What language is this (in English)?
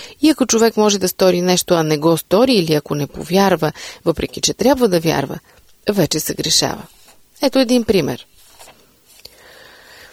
Bulgarian